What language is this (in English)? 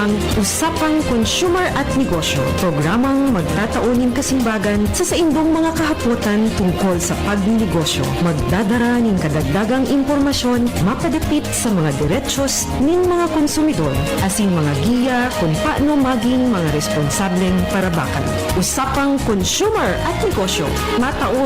Bikol